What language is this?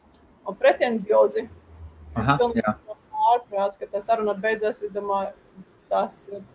Latvian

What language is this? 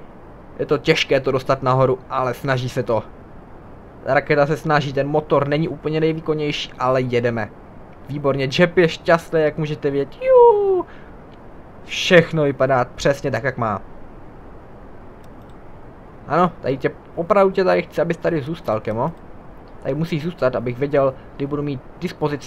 Czech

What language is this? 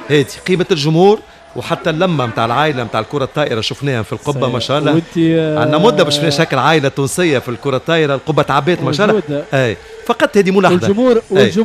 Tunisian Arabic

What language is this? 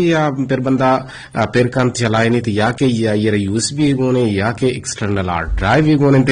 Eastern Balochi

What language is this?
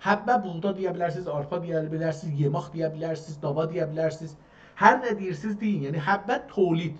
South Azerbaijani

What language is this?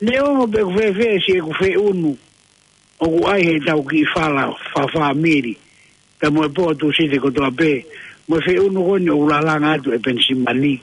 Tongan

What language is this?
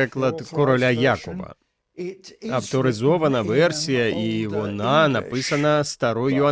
Ukrainian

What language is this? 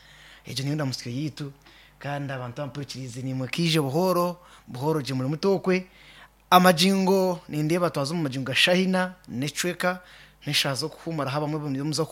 Kinyarwanda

